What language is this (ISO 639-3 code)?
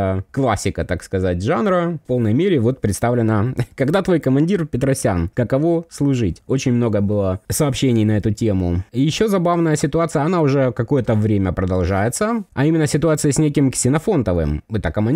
rus